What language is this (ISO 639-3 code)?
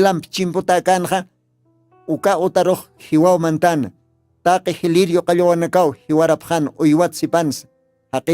aym